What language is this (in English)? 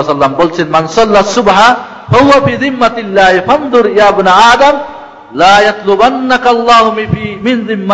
Bangla